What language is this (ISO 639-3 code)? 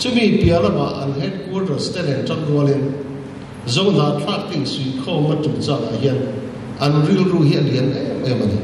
lus